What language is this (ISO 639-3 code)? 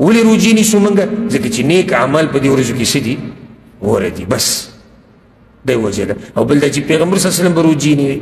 pus